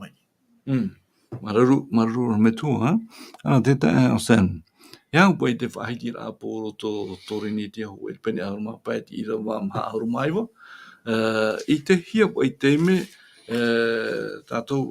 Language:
Tahitian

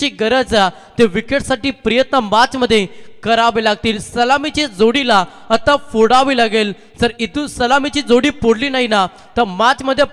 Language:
Marathi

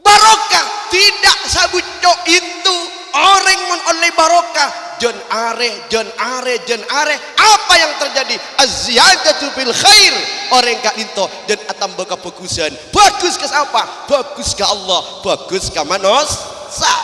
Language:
Madurese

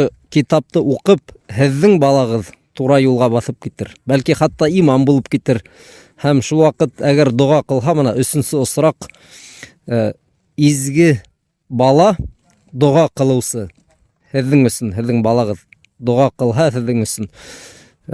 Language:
Bashkir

